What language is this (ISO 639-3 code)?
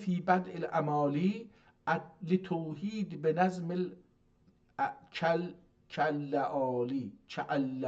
azb